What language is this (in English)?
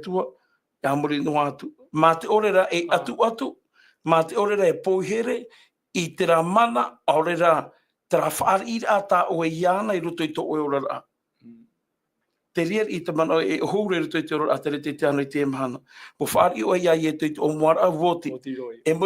Tahitian